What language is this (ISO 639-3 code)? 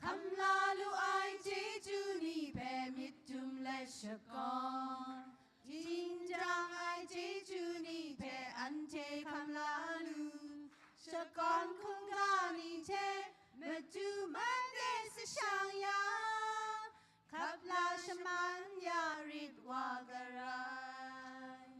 kac